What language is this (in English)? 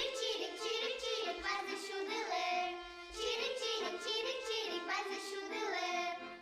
Udmurt